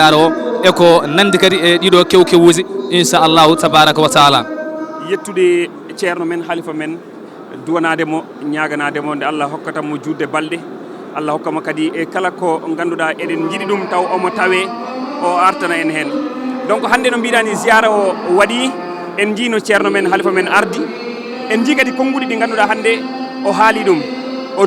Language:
Fula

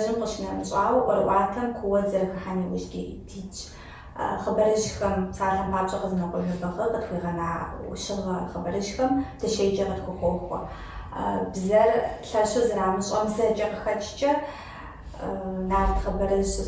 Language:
Kabardian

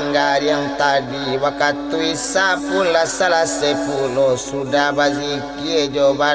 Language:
Minangkabau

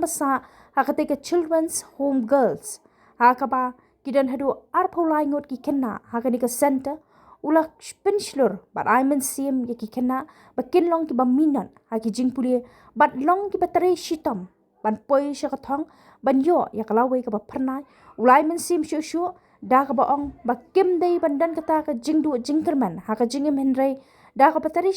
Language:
Khasi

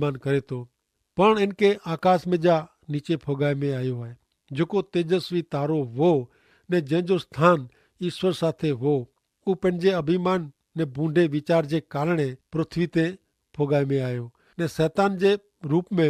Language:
Kachhi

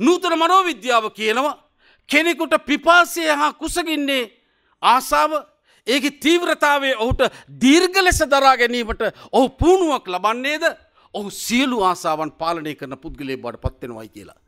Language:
Sinhala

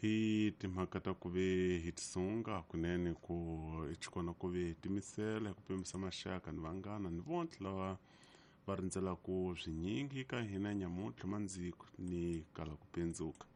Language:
Tsonga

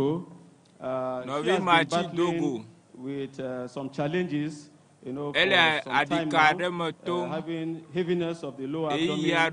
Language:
Ewe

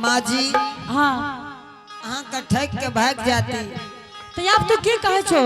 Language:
Angika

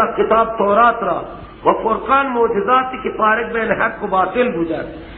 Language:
Persian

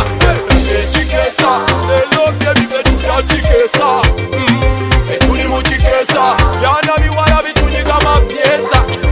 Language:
Swahili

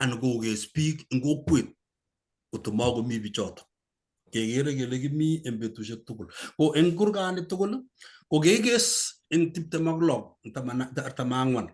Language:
Kalenjin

